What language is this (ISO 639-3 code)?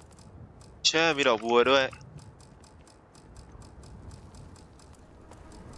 tha